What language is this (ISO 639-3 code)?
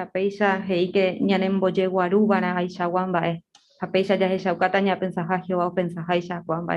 grn